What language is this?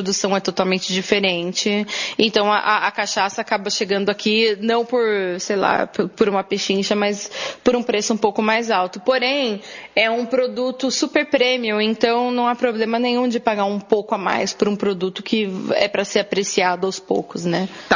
Portuguese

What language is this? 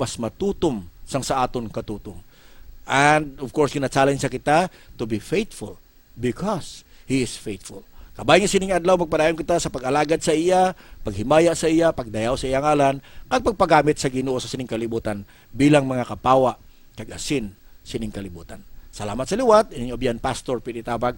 Hiligaynon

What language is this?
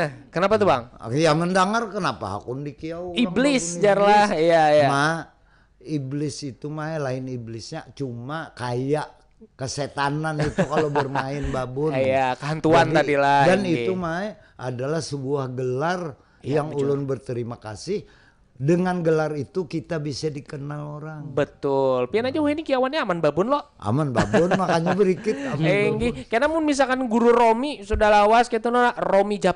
Banjar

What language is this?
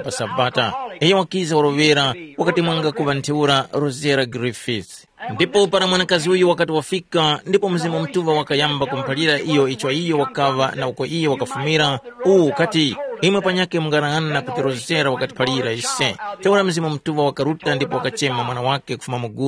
Tumbuka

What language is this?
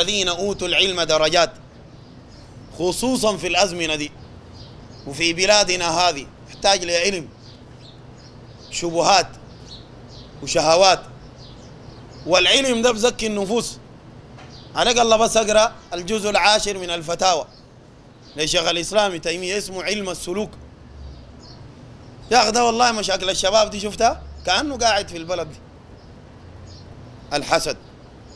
Sudanese Arabic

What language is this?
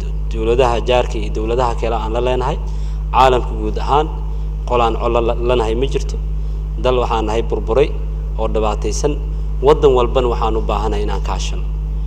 Somali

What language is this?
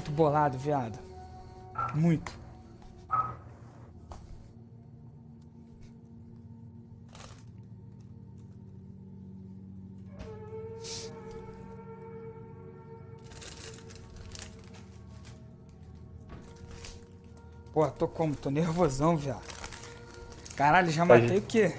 Portuguese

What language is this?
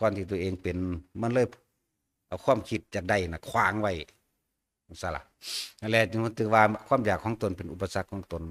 Northeastern Thai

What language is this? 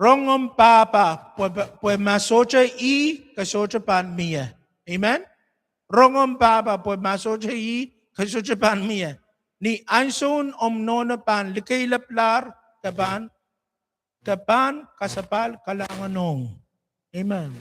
Pohnpeian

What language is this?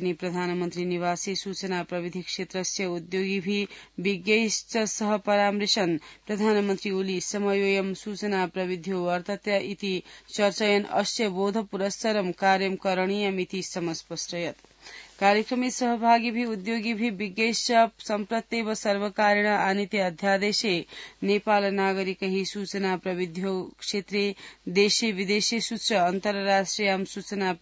Sanskrit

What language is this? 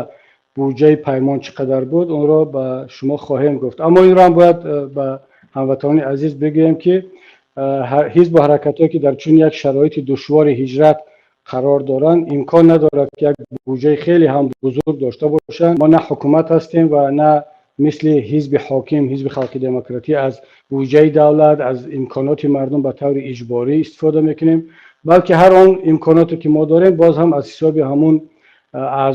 Tajik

